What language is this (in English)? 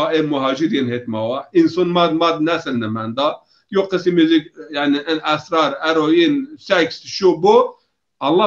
Zaza